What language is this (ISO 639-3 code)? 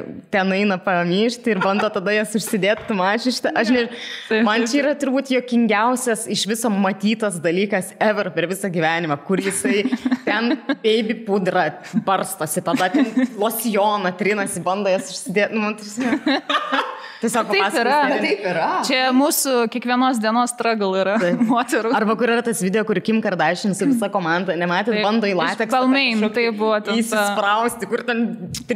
lit